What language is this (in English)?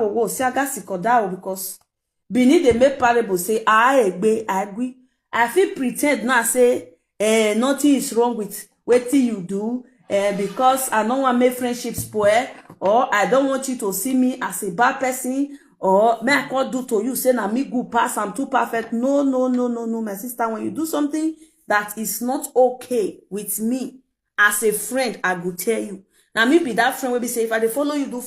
Nigerian Pidgin